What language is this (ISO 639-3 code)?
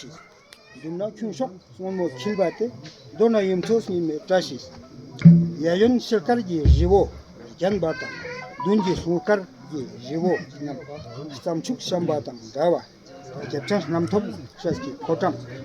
lbj